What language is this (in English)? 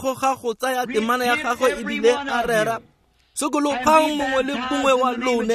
Tswana